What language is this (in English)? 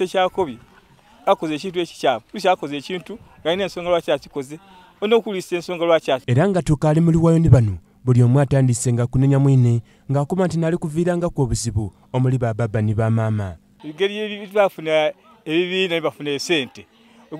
Soga